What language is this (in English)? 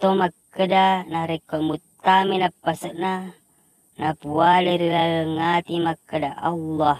Buginese